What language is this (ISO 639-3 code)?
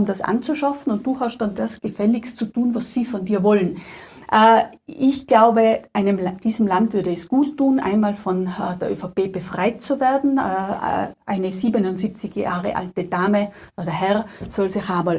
deu